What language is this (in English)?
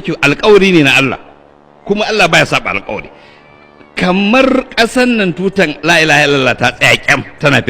Hausa